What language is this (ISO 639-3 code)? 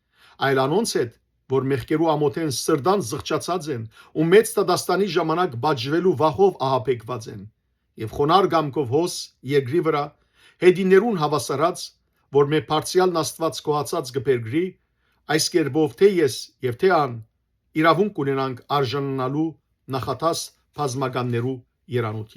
hyw